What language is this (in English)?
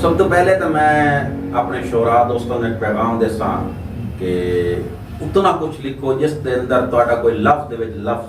Saraiki